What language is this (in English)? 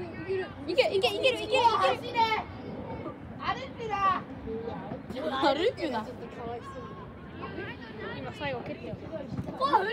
Japanese